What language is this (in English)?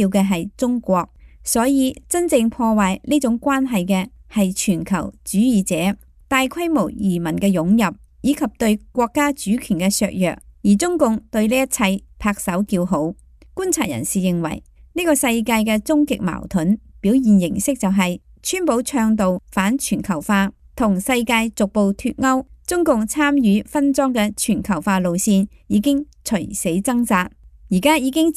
Cantonese